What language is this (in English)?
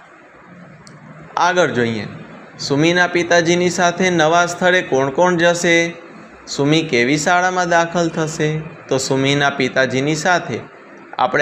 Gujarati